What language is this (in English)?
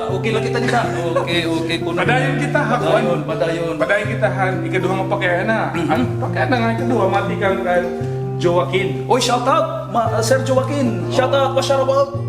Waray